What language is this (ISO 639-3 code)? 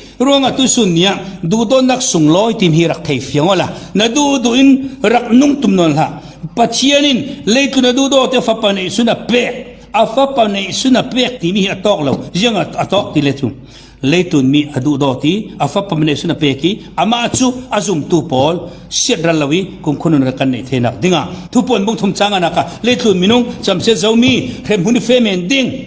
cfm